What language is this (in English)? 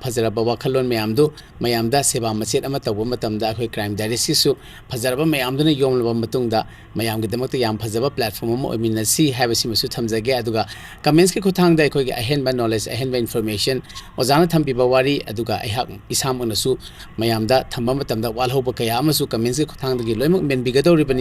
Manipuri